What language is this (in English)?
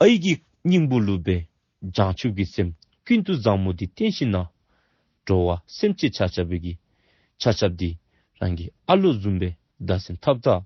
Dzongkha